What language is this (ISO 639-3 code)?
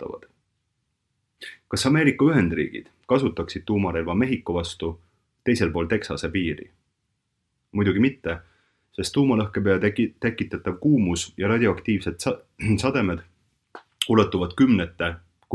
est